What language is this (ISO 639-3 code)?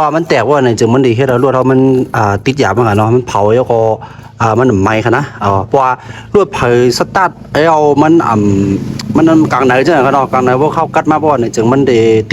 shn